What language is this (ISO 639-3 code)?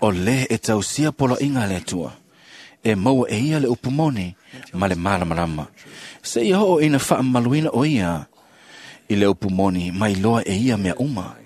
smo